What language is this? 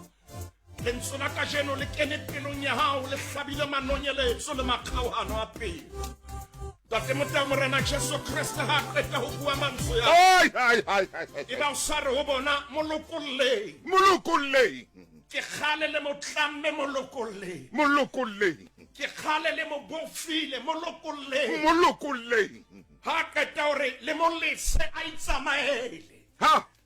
Southern Sotho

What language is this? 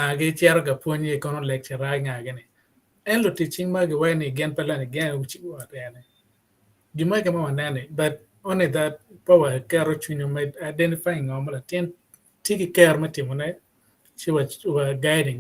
Acoli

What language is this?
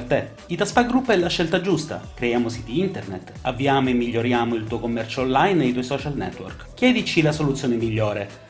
Italian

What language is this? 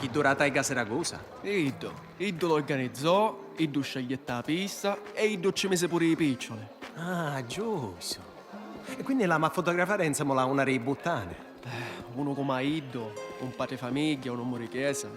Sicilian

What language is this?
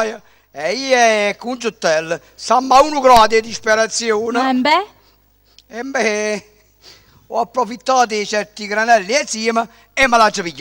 Neapolitan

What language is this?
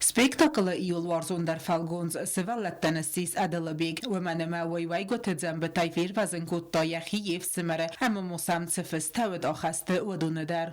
Ossetic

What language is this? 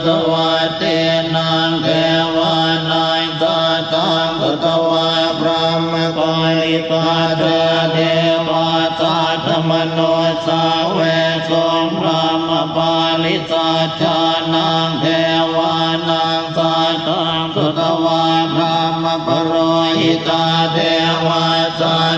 Pali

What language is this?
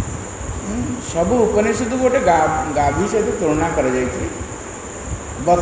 Odia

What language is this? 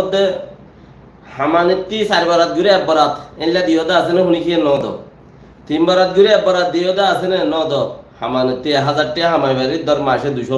Rohingya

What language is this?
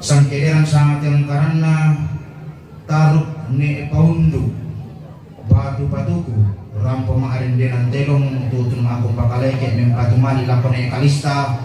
Toraja-Sa'dan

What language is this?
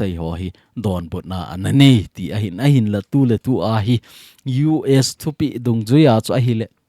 Thado Chin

